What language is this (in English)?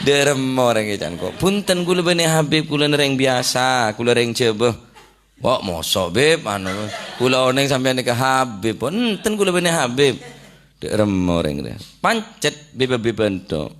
Madurese